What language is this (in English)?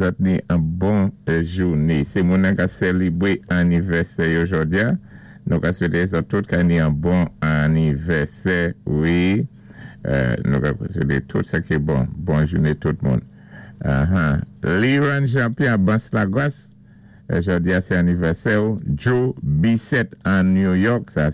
Saint Lucian Creole French